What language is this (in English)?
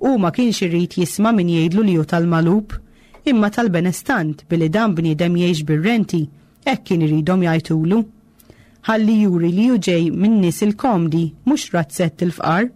Maltese